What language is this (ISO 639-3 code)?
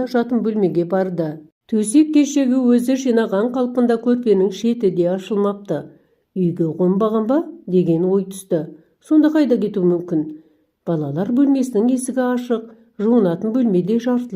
kaz